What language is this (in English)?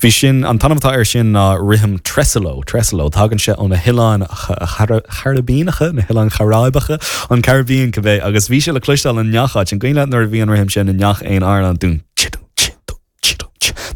Irish